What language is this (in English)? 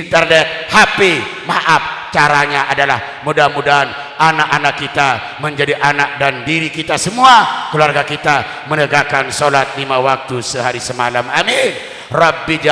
Sasak